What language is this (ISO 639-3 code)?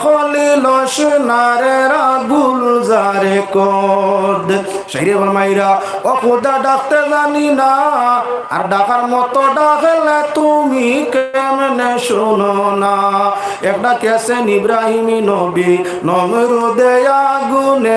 syl